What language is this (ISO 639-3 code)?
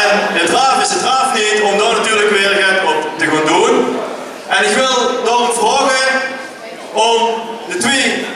lim